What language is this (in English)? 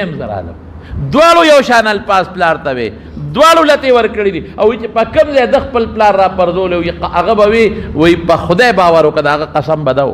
Pashto